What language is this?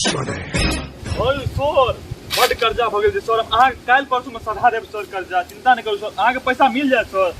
Maithili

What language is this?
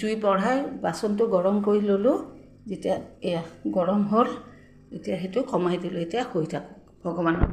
Assamese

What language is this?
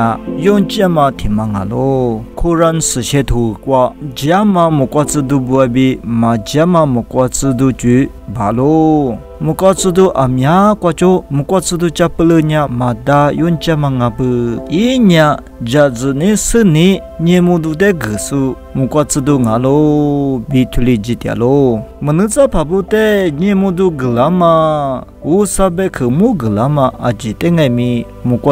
Lisu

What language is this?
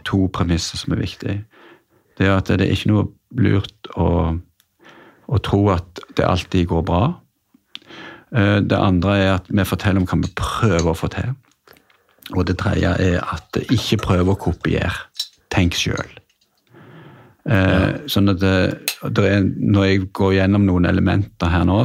Norwegian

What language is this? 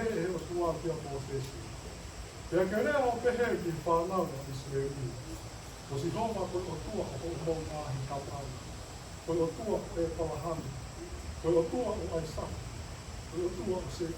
Tongan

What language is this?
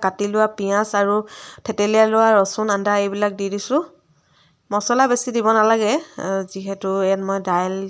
Assamese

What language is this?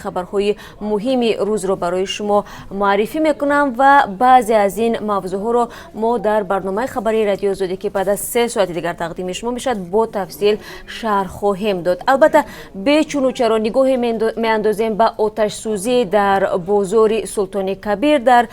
Tajik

